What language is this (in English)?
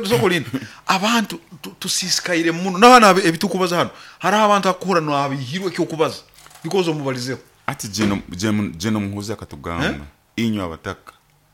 Nyoro